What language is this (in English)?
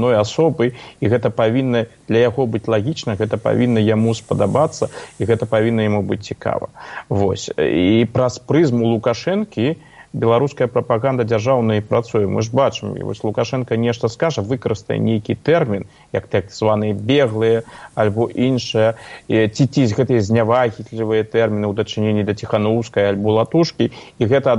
Belarusian